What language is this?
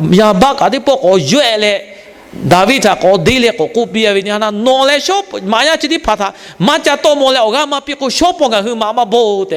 Lahu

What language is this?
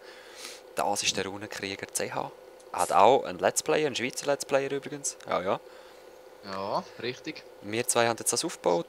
Swiss German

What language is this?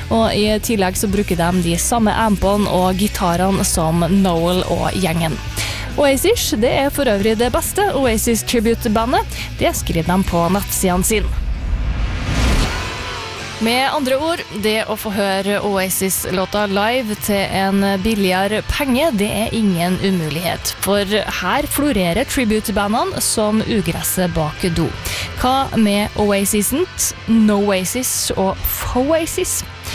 Norwegian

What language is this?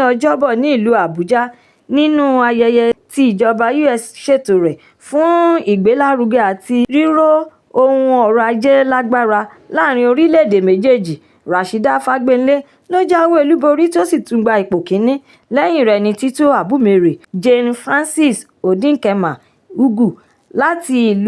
Yoruba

